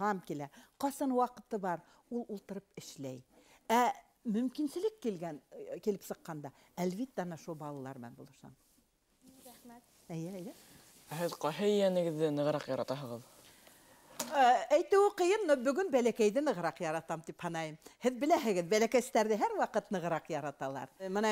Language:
Bashkir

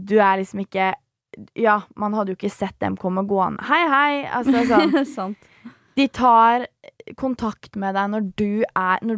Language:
Norwegian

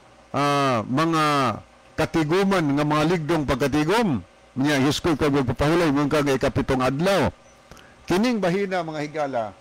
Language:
Cebuano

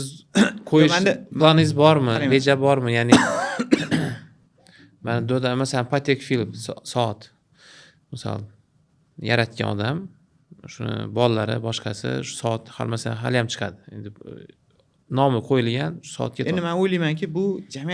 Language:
Uzbek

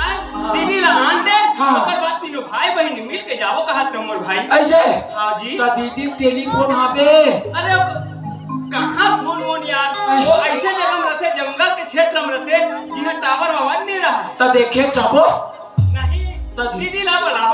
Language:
Chhattisgarhi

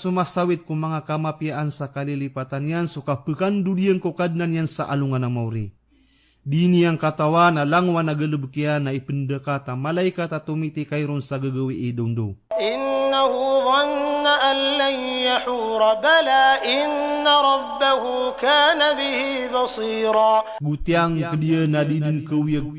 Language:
Maranao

